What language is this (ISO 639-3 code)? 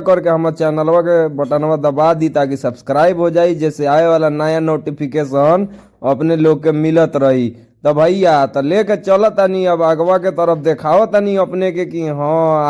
bho